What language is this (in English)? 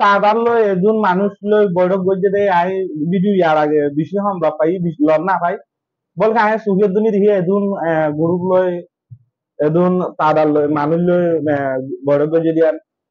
Rohingya